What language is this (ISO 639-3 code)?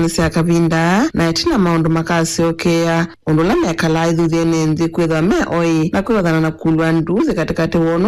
kam